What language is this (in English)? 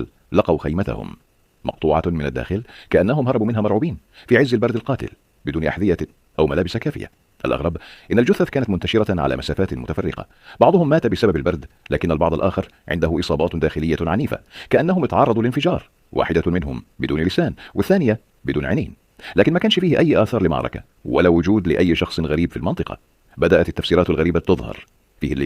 Egyptian Arabic